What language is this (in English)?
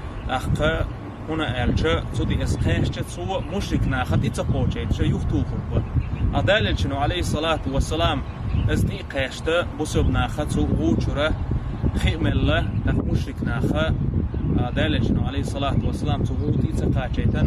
Chechen